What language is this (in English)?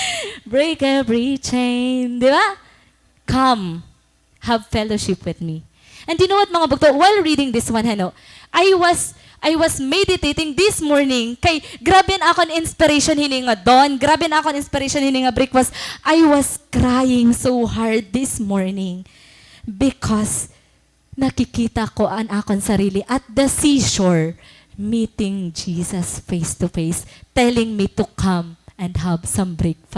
Waray